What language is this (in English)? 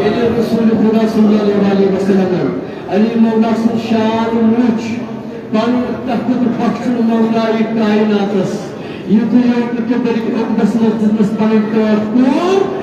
Kashmiri